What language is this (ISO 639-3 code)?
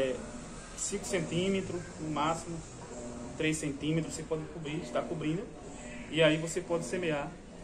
por